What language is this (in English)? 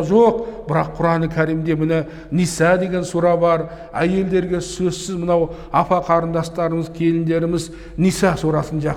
Kazakh